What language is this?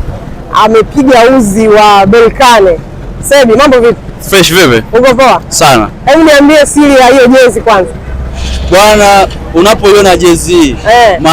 Swahili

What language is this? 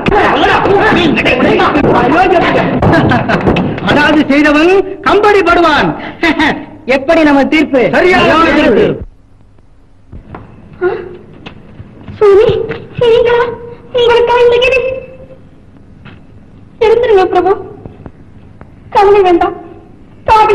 Tamil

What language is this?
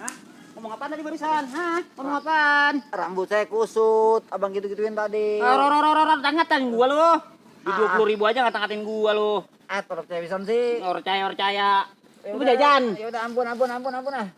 Betawi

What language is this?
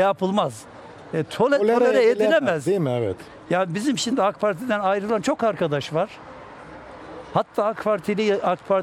Turkish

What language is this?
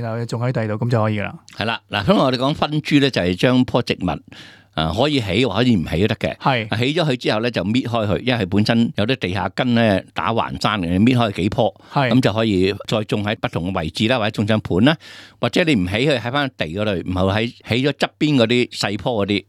Cantonese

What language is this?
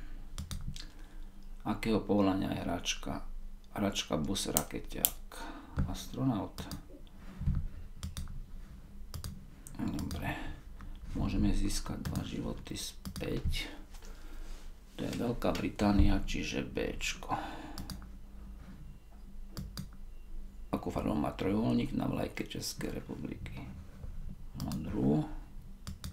Slovak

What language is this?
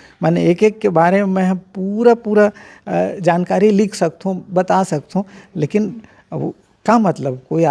Chhattisgarhi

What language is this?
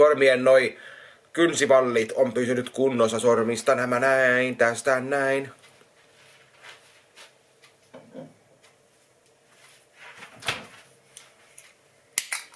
Finnish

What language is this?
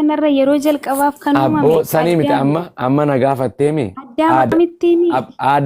Oromo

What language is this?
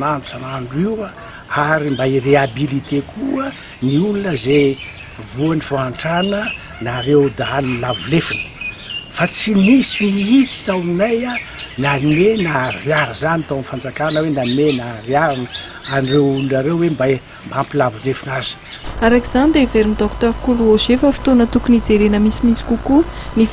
Malagasy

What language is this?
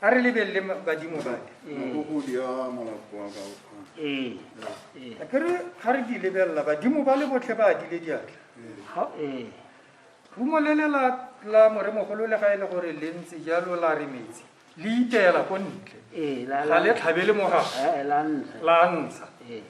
Tswana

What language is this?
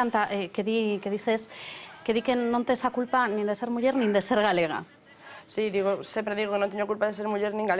Galician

